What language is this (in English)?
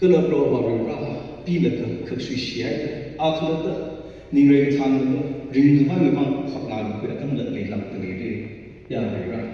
Tangkhul Naga (India)